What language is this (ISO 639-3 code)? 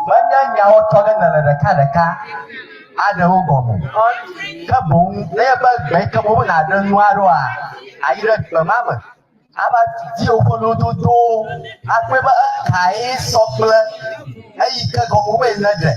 ewe